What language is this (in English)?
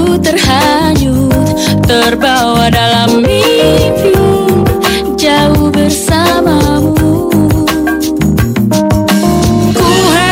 Indonesian